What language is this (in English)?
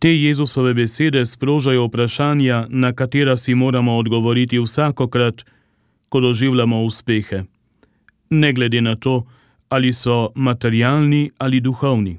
Slovenian